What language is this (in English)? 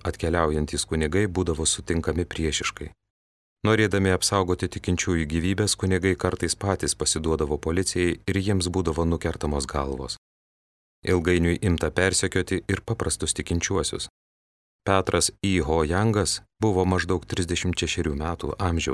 Lithuanian